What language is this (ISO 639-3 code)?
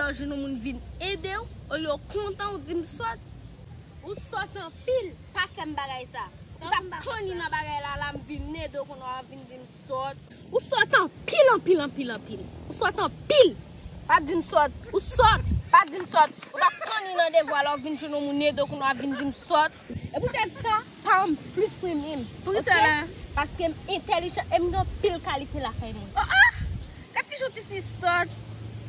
hat